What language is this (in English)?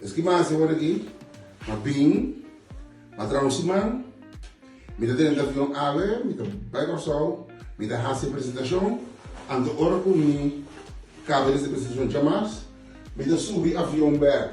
Papiamento